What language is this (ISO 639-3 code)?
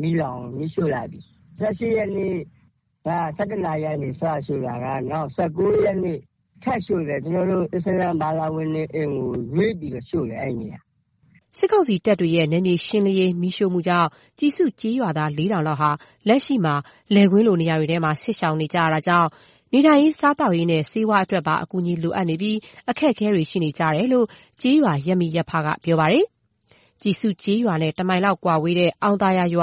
mya